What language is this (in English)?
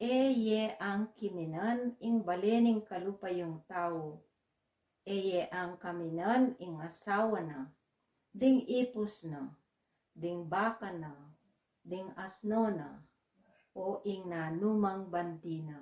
Pampanga